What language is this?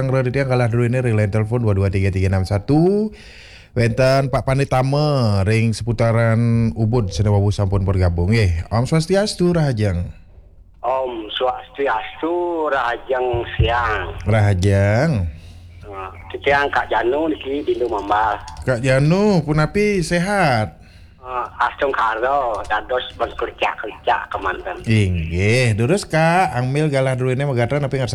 Balinese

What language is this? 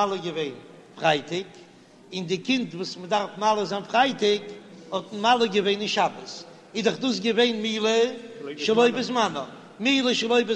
Yiddish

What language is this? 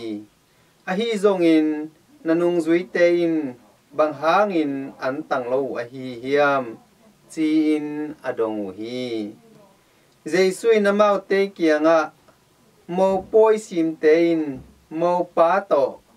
Tedim Chin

